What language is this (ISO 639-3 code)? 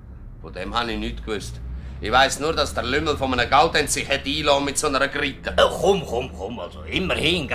gsw